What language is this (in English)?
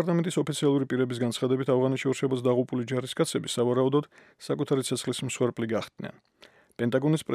Georgian